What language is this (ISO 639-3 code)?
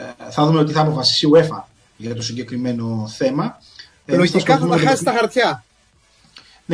ell